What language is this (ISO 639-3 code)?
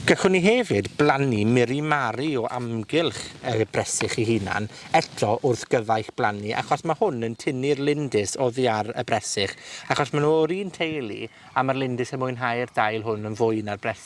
cym